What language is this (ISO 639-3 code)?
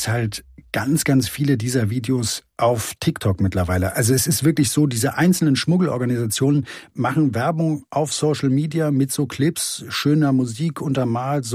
deu